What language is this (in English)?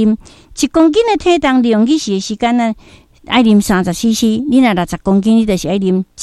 Min Nan Chinese